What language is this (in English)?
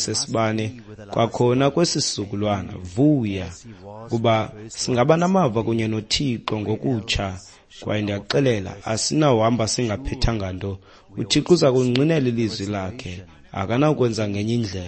Xhosa